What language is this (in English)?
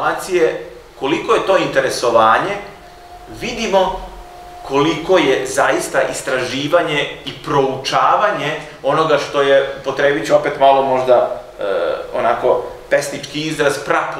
Serbian